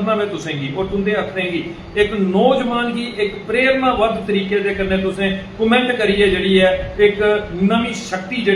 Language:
Dogri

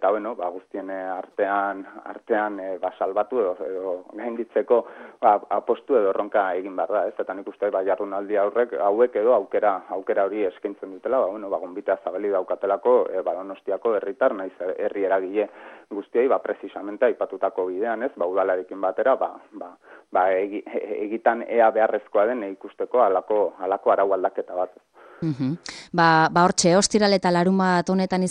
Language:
Basque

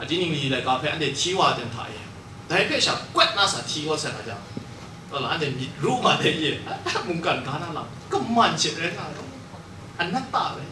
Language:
Kachin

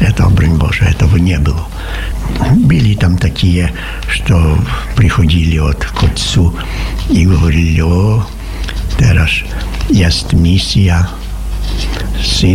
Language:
Polish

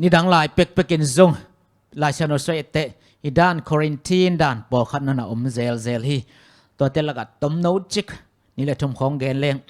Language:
Tedim Chin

